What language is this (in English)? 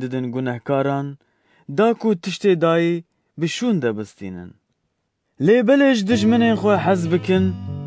Kurdish